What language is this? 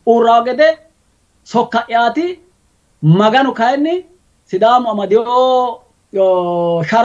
Sidamo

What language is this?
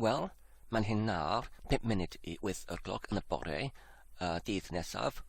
Welsh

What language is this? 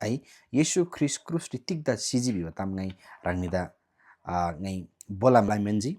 Eastern Tamang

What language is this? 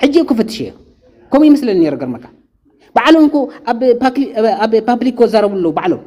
Tigrinya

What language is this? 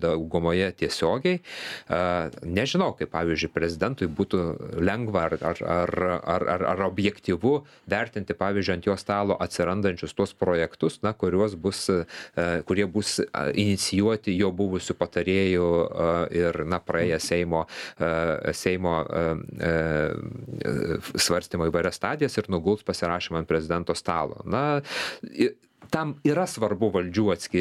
Lithuanian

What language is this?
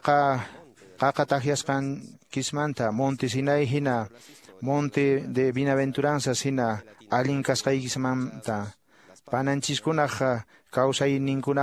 Quechua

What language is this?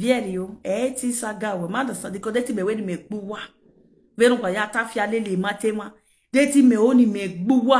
Nigerian Pidgin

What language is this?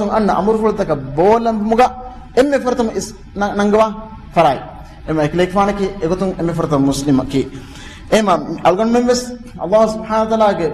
Divehi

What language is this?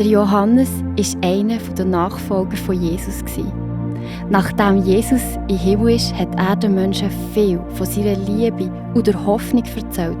Swiss German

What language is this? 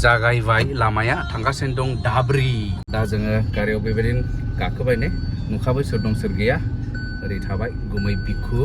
Bodo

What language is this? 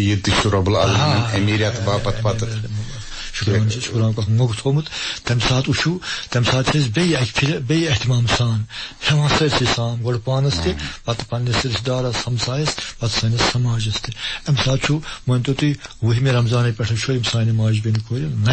Kashmiri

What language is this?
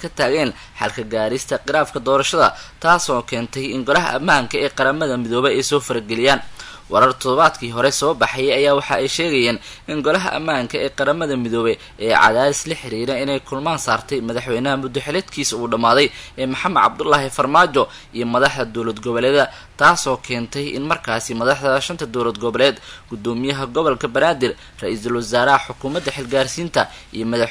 Somali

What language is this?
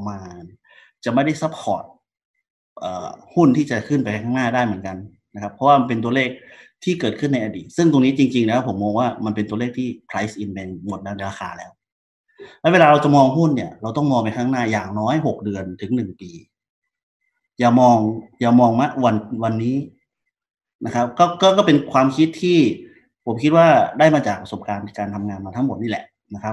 Thai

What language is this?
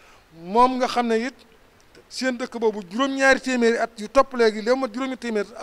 Wolof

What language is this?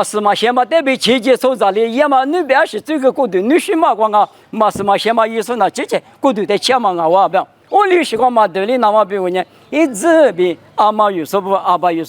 Lisu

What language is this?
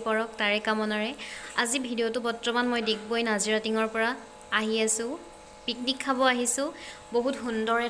Assamese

